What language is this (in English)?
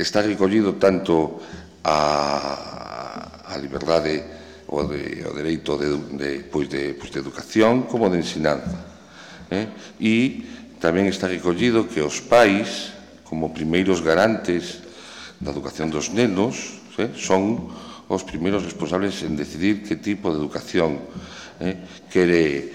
Galician